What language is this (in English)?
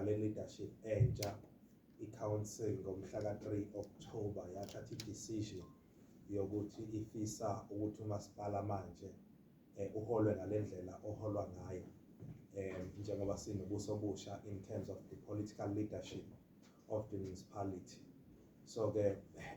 Zulu